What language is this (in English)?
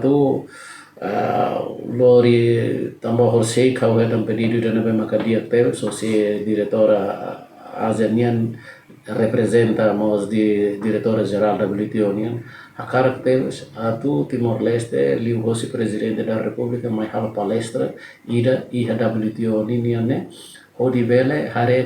Tetum